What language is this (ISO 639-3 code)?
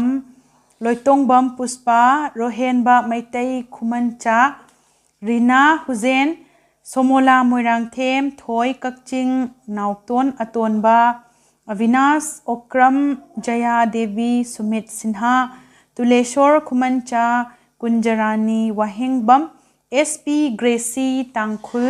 mni